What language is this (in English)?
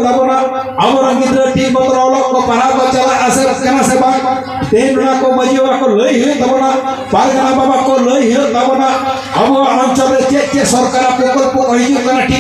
Santali